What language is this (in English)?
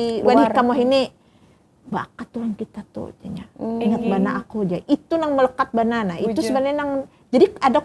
Banjar